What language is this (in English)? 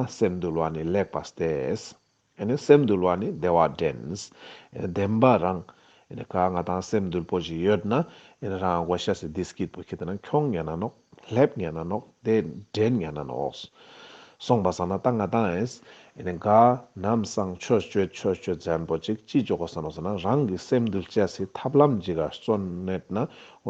Ladakhi